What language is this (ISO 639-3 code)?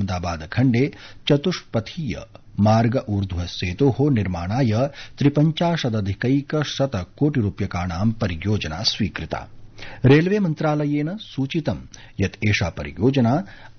san